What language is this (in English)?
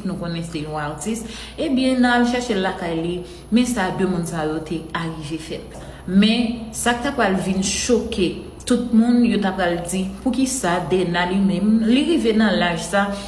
Haitian Creole